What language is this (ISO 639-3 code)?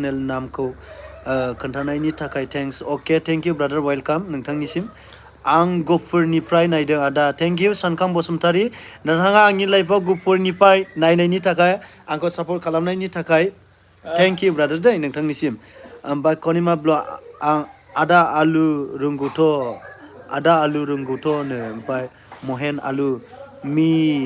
brx